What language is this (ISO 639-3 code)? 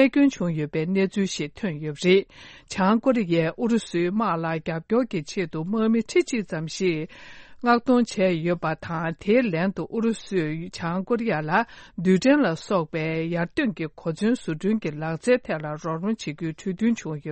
bod